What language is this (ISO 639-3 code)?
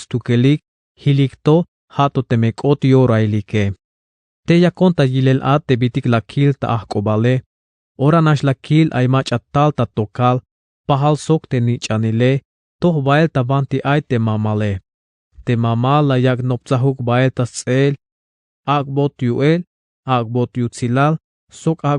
tzh